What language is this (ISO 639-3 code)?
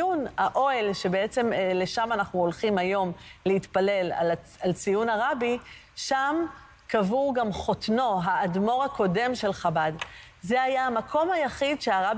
heb